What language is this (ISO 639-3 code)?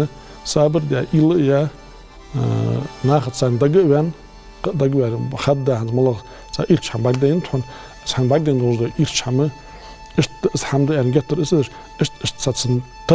inh